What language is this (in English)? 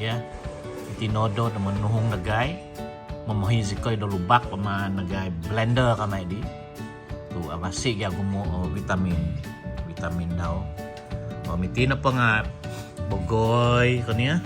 Central Dusun